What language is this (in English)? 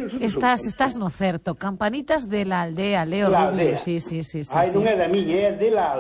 Galician